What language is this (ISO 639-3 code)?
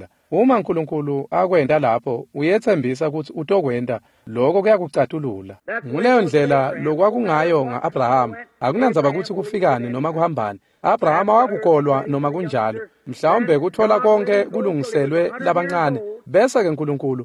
ssw